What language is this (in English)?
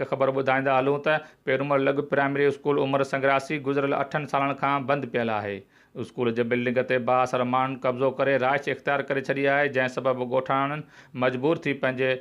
Sindhi